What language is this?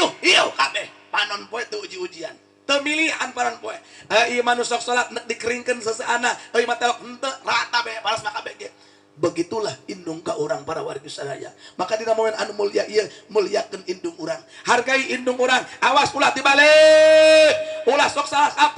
Sundanese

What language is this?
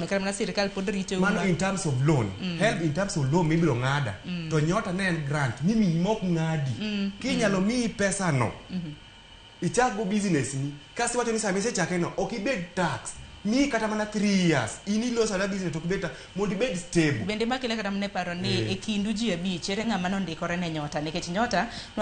Luo (Kenya and Tanzania)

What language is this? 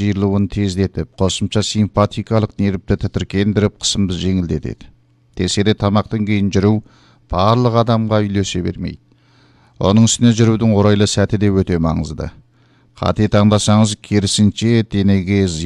Kazakh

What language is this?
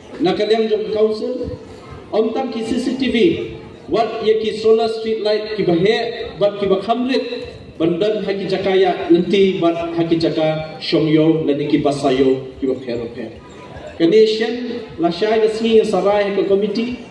Khasi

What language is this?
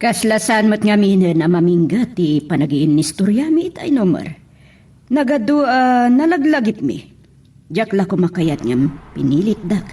Iloko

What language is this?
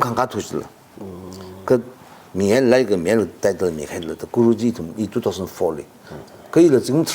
Tangkhul Naga (India)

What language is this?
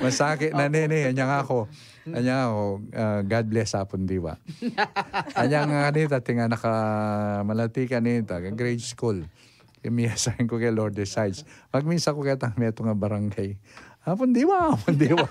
Pampanga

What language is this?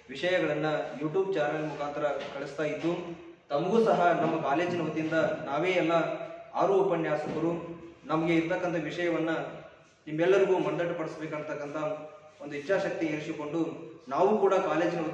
Kannada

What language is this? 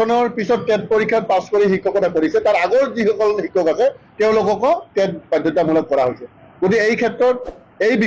Assamese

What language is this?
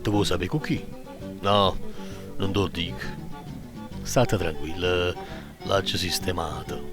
Neapolitan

